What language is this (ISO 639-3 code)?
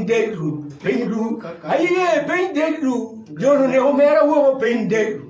ach